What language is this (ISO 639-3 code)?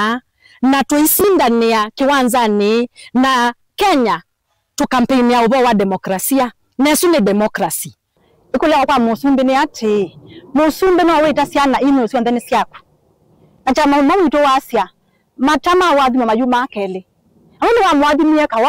kam